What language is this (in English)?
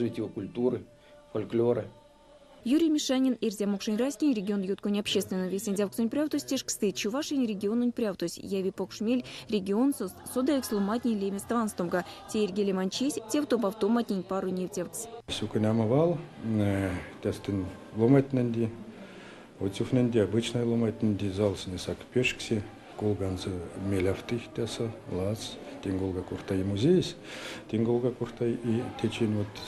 Erzya